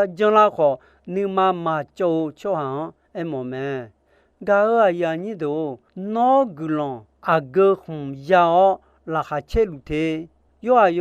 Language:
Akha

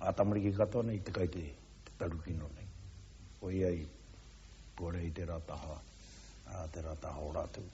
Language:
Māori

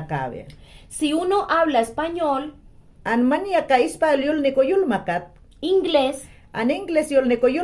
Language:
Mayangna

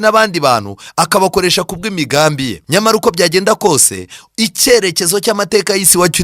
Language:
Kinyarwanda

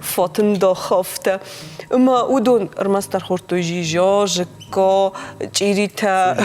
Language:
Ossetic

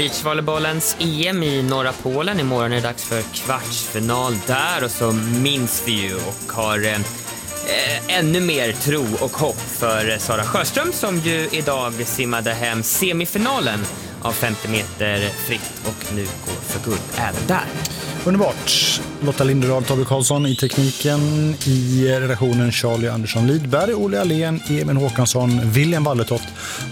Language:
Swedish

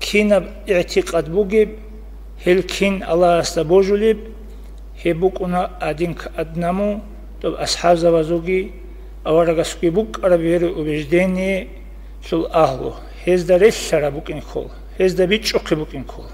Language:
Avaric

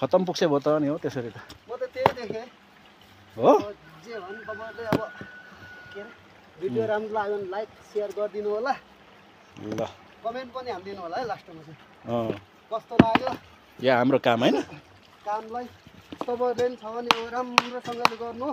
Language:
Nepali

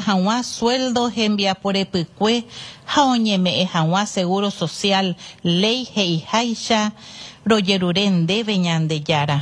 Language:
Guarani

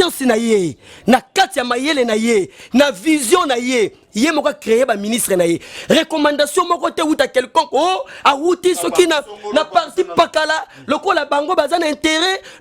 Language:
Lingala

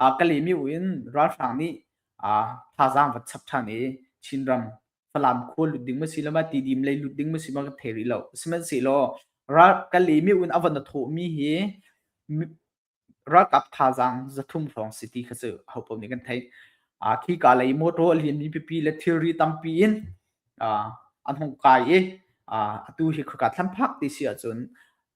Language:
Hakha Chin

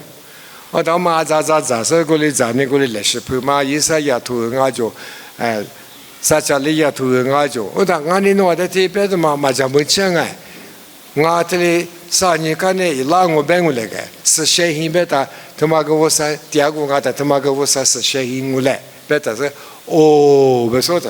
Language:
Lisu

